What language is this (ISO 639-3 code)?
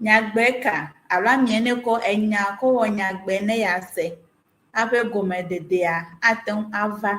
ewe